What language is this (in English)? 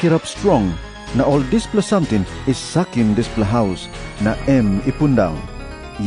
Tok Pisin